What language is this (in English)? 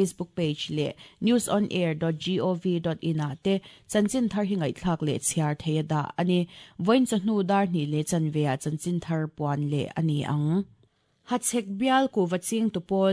Mizo